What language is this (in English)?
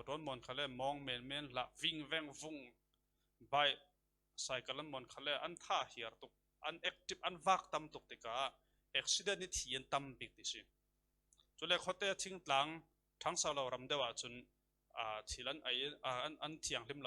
Falam Chin